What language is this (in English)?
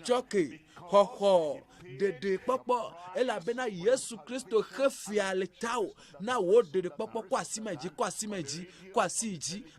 Ewe